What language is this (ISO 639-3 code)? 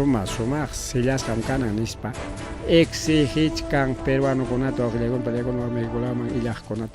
quy